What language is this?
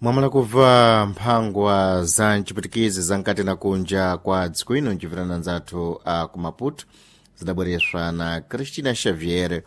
Sena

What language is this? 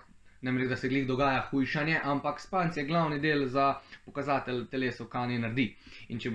Slovenian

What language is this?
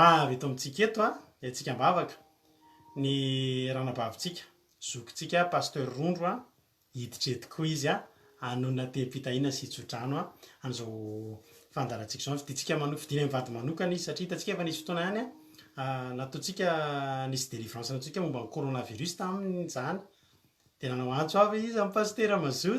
Malagasy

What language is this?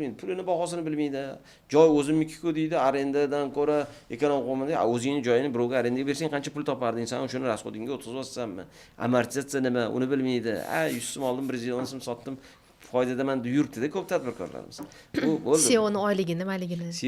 Uzbek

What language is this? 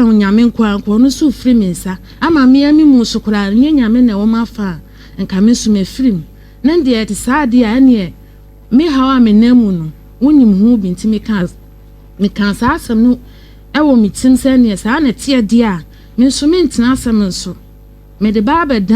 Akan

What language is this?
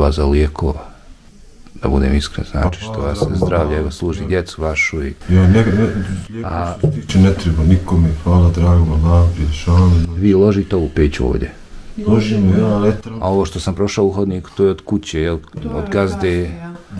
Bosnian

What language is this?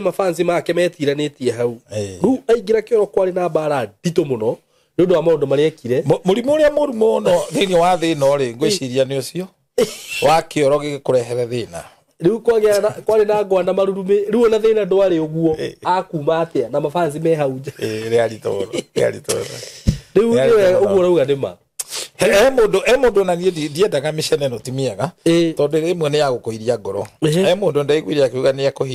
Kikuyu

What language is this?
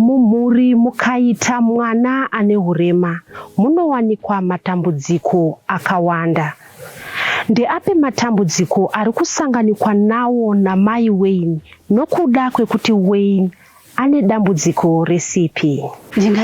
Shona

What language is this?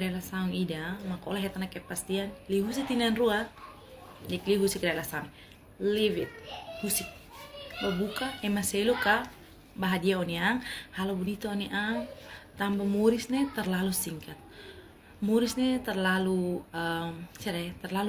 Tetum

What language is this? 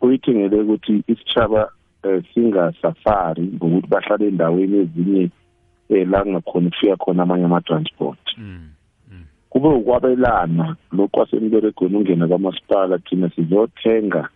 South Ndebele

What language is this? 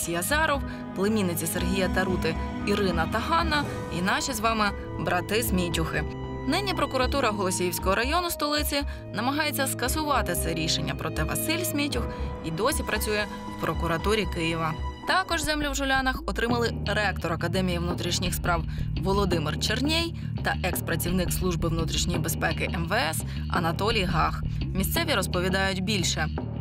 Ukrainian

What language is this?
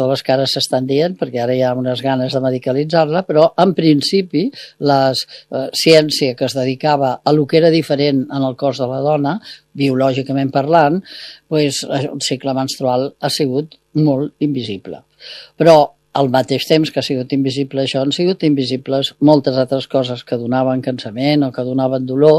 Catalan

